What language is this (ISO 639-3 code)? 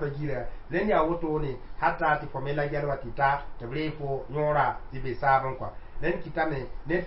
mos